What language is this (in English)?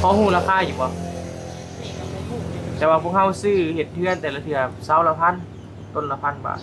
Northeastern Thai